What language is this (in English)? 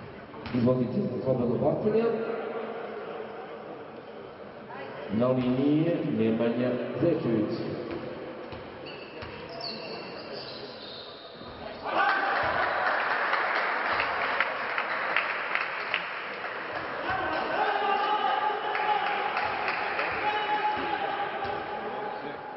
Serbian